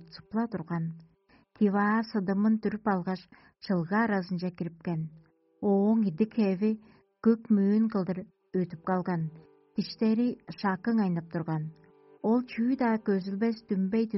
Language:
Tuvinian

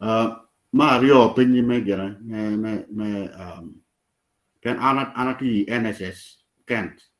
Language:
Acoli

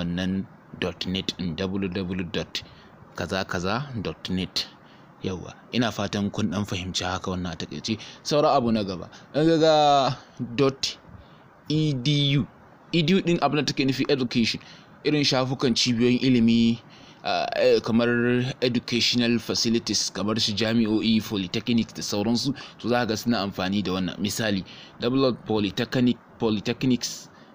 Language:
Hausa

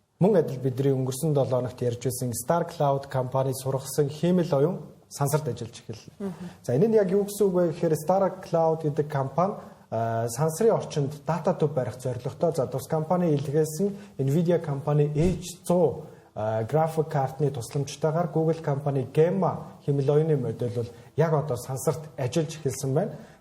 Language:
Mongolian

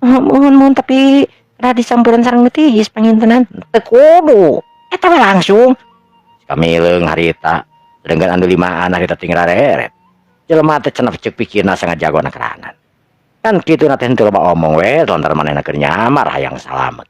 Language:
Sundanese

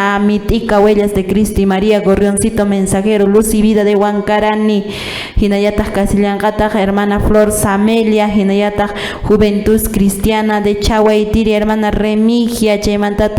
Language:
Quechua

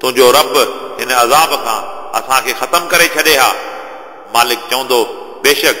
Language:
Sindhi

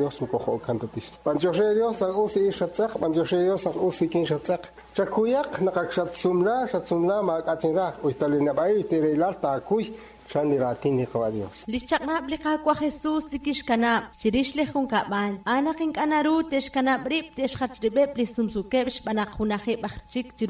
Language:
Kekchí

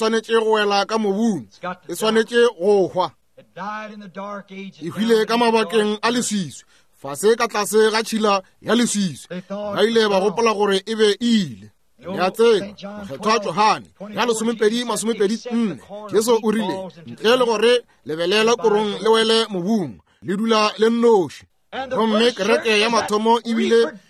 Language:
Northern Sotho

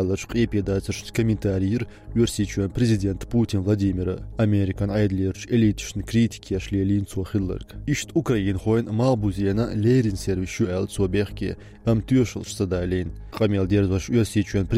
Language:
Chechen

